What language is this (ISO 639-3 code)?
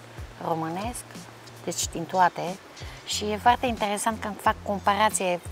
ron